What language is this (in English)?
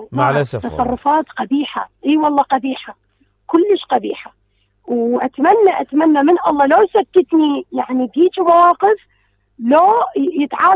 Mesopotamian Arabic